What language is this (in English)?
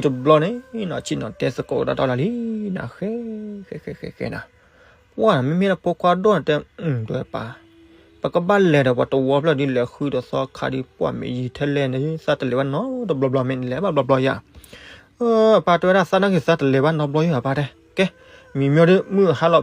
S'gaw Karen